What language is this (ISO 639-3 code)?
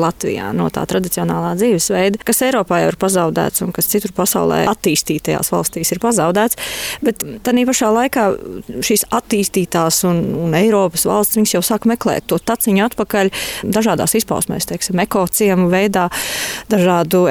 lav